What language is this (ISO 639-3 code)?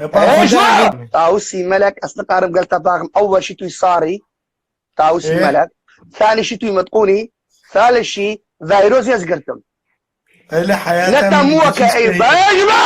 kur